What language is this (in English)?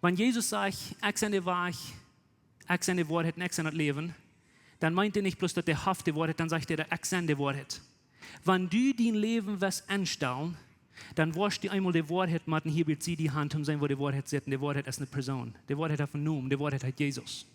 Plautdietsch